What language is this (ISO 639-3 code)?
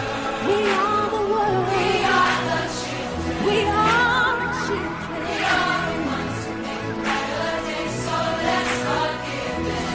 eng